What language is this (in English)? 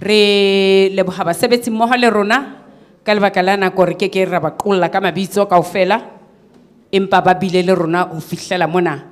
Southern Sotho